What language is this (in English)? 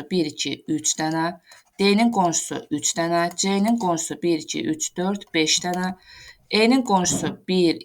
Azerbaijani